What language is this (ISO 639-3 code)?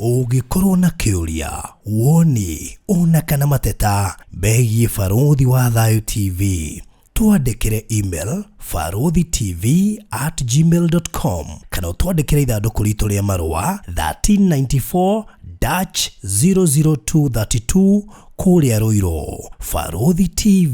kik